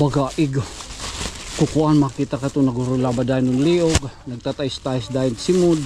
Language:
Waray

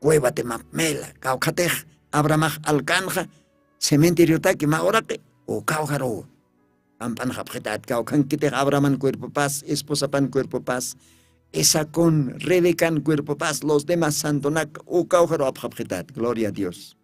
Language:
Aymara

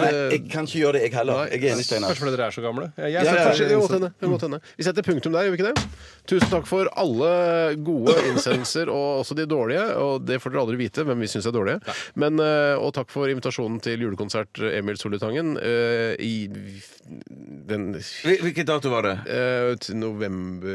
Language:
Norwegian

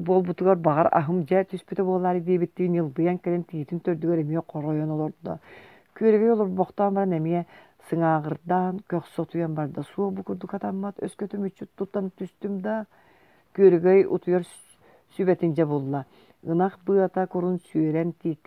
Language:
Yakut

